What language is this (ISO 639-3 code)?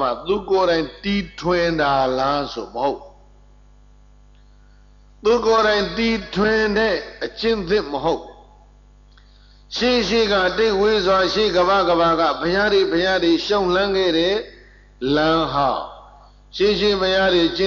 mya